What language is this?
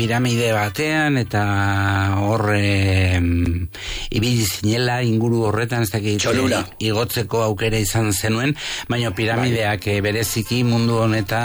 Basque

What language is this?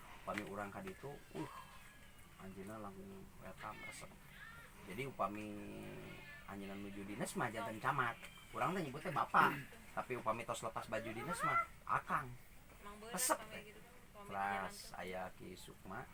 Sundanese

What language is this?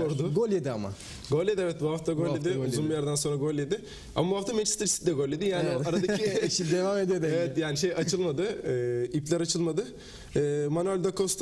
Turkish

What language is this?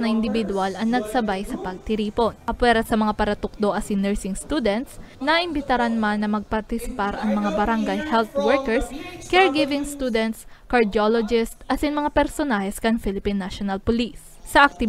Bikol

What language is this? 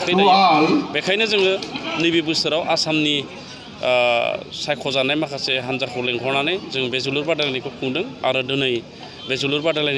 Bodo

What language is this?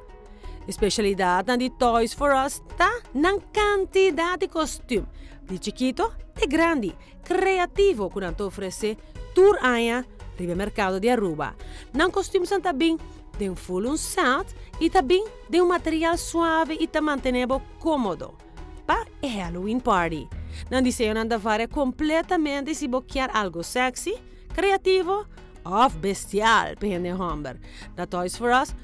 Papiamento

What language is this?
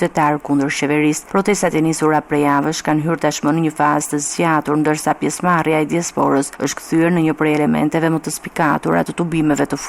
Albanian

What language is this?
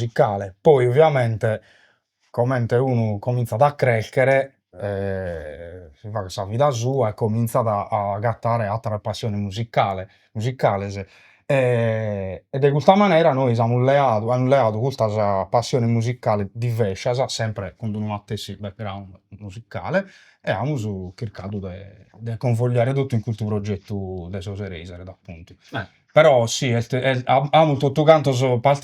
Sardinian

